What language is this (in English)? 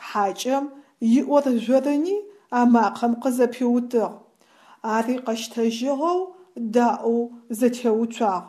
Adyghe